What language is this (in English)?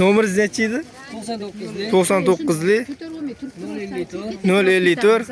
Uzbek